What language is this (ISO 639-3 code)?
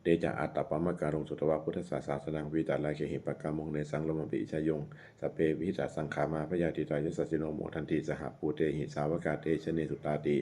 pli